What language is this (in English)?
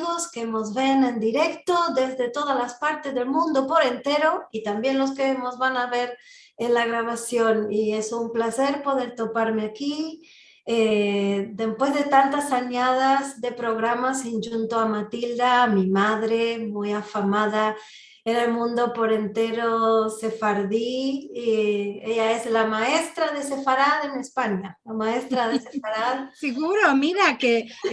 Ladino